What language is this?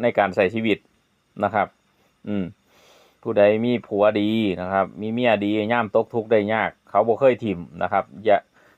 Northeastern Thai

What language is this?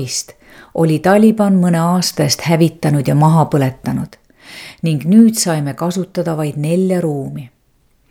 Estonian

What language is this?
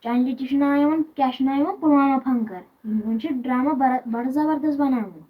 Kashmiri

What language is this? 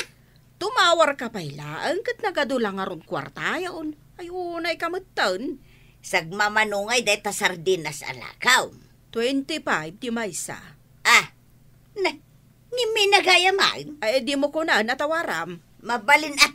Iloko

